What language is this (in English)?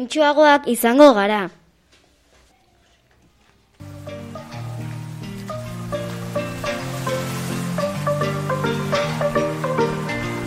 Basque